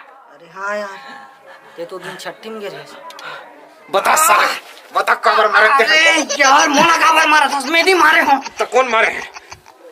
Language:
Chhattisgarhi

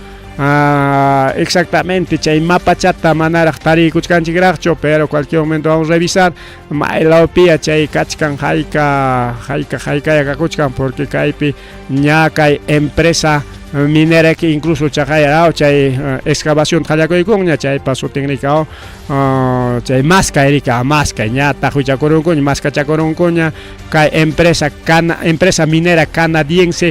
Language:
Ayacucho Quechua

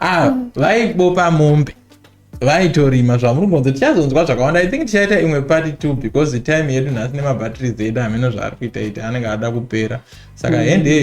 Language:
Shona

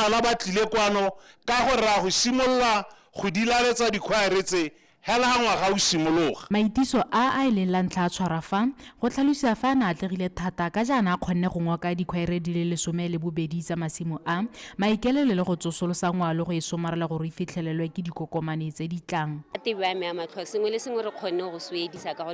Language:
Tswana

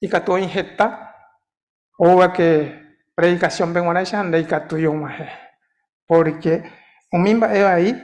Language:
Guarani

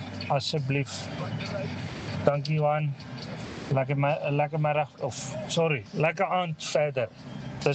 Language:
Afrikaans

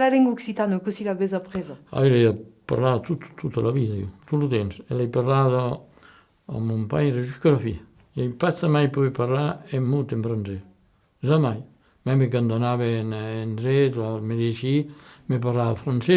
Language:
Occitan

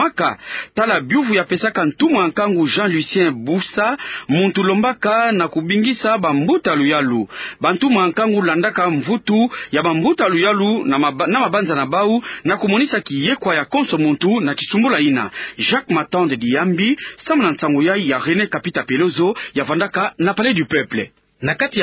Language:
Kituba (Democratic Republic of Congo)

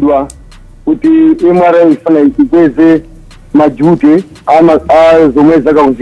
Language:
Nyanja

